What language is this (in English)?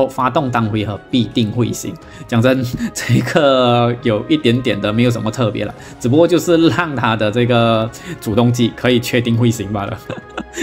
Chinese